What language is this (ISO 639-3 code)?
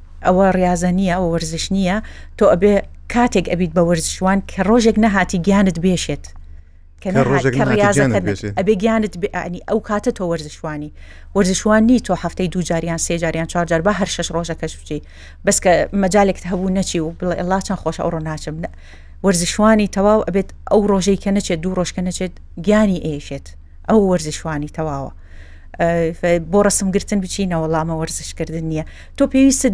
ckb